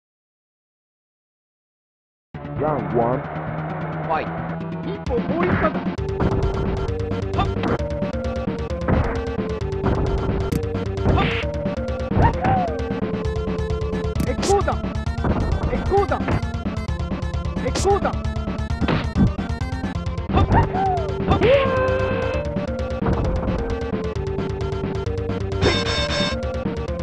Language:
Japanese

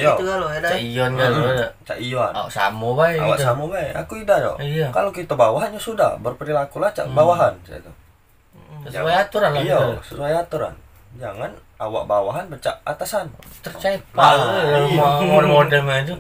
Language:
Musi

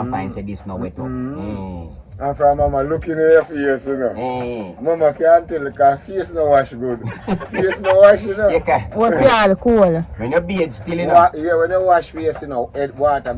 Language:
Jamaican Creole English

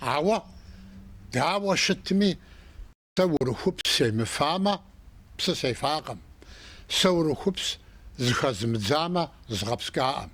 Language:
Kabardian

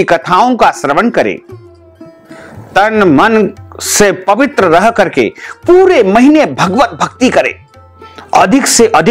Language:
Hindi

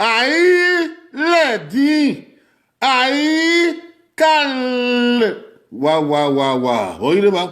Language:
Bini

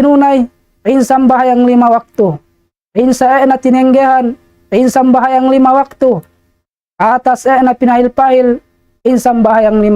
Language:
Tausug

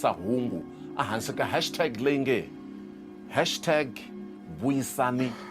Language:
Tsonga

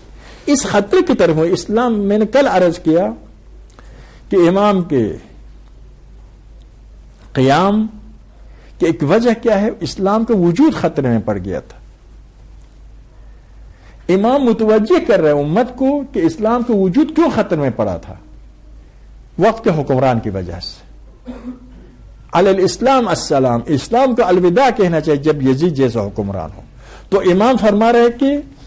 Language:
Urdu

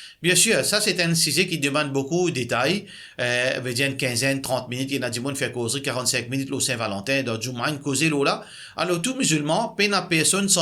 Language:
Morisyen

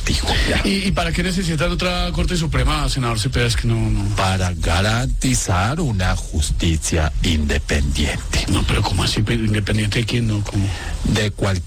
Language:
Spanish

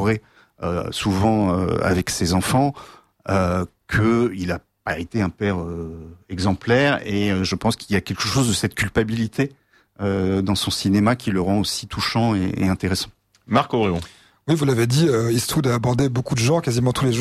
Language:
French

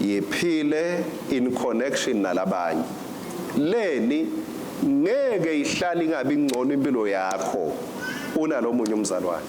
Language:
Swati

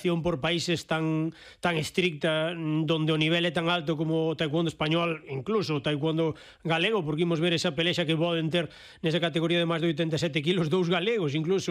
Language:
Galician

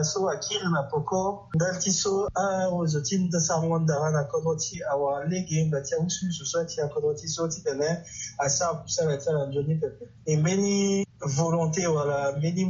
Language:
Sango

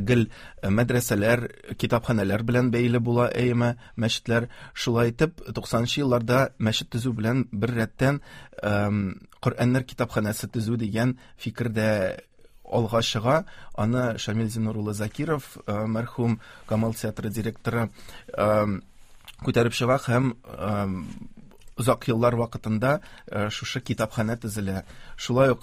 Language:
Tatar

